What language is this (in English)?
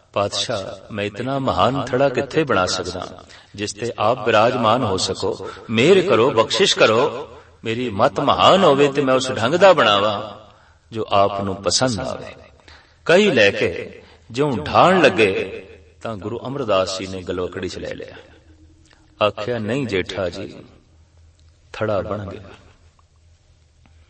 Punjabi